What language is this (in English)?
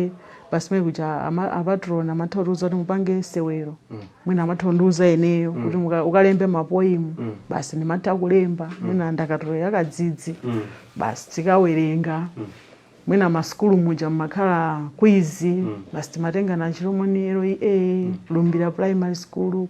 Nyanja